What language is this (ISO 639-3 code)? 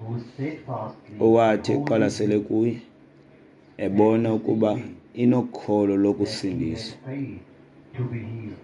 xho